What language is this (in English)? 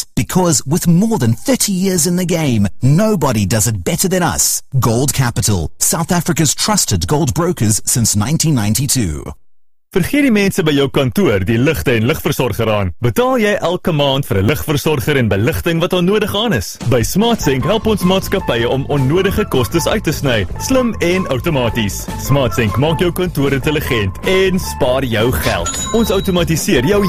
Afrikaans